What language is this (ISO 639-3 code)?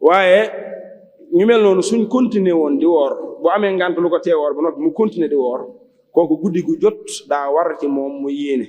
wol